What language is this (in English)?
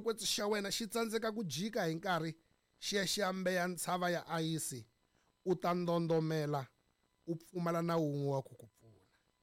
Tsonga